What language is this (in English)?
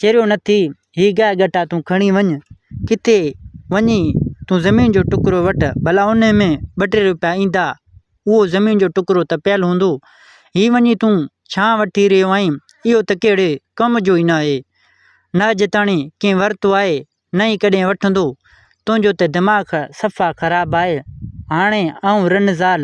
Sindhi